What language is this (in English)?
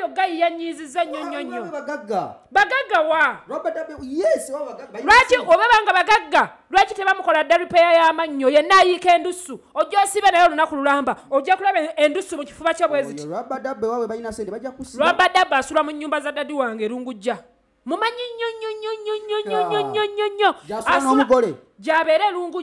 Ganda